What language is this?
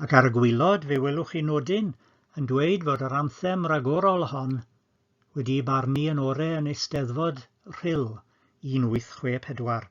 Welsh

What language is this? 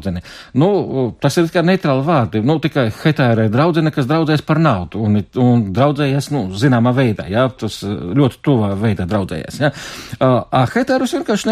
Latvian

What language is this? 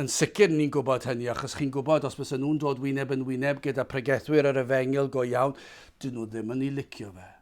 Welsh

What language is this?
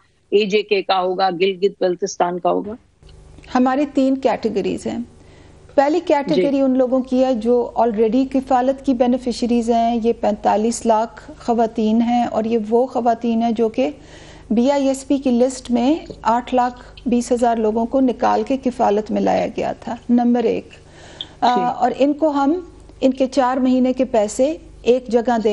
Urdu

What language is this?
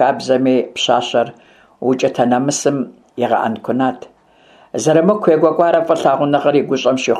Kabardian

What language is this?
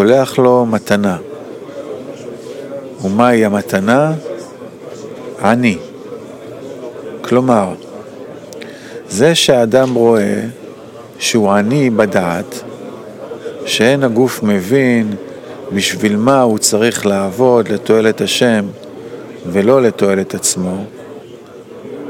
Hebrew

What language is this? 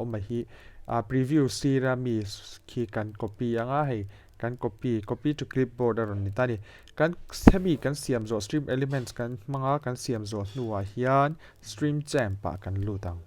Mizo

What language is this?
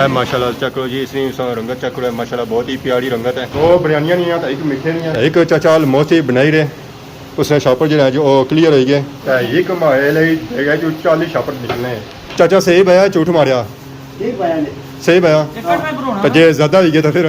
Pahari-Potwari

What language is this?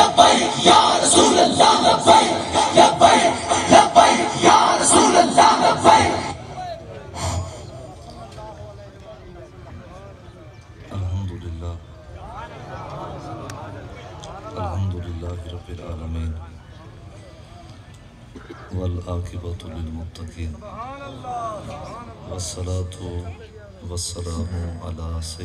Urdu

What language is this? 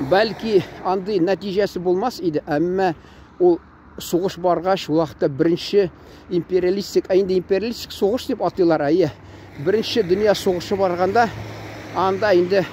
Tatar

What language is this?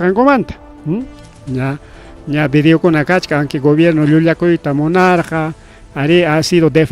Ayacucho Quechua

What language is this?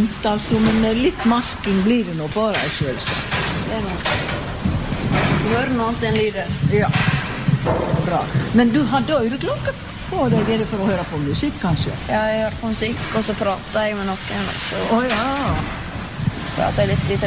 Norwegian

